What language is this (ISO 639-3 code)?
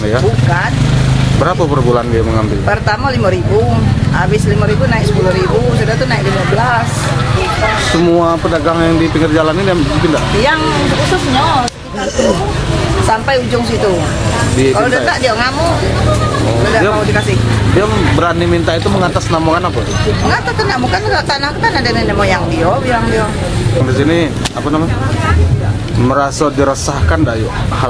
ind